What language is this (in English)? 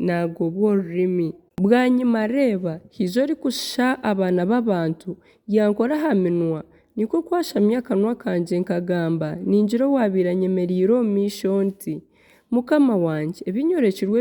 Nyankole